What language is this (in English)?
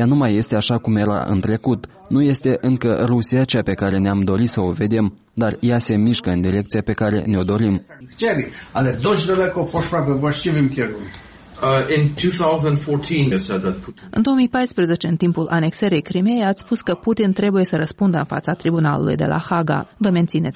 Romanian